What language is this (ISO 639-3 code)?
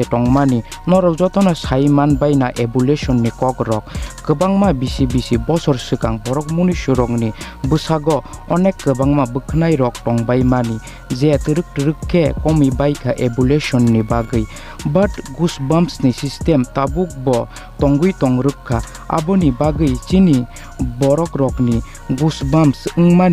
trp